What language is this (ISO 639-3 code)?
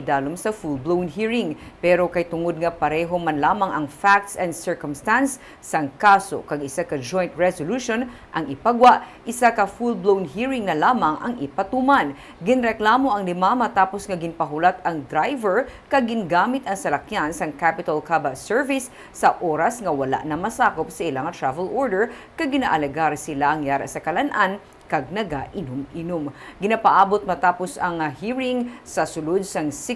hil